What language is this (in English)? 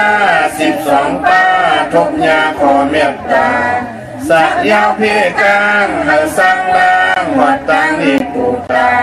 Shan